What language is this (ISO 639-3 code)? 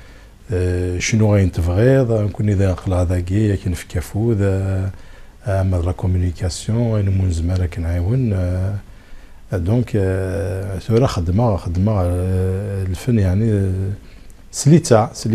kab